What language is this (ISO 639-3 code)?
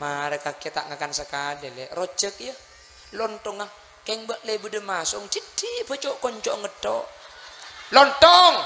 mad